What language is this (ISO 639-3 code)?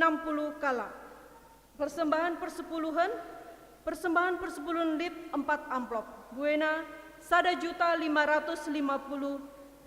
btx